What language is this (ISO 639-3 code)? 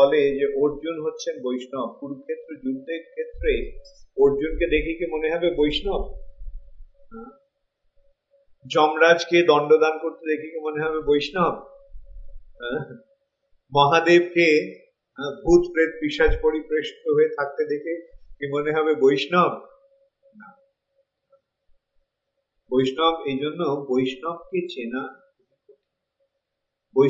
ben